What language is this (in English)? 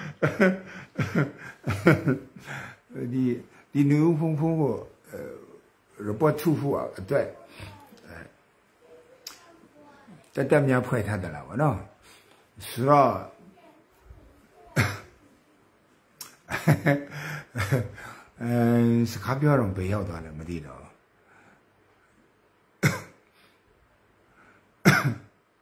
Burmese